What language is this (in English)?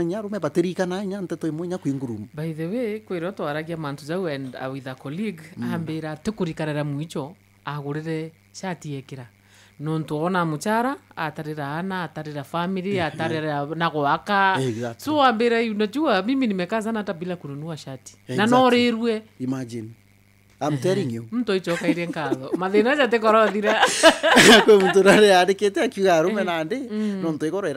Meru